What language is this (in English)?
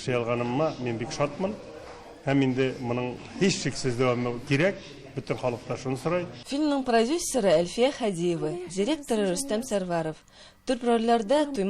Tatar